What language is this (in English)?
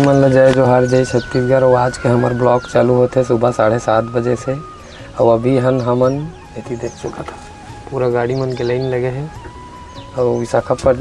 Chhattisgarhi